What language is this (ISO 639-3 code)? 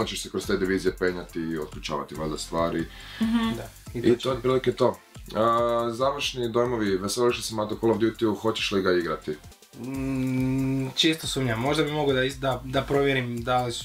hrv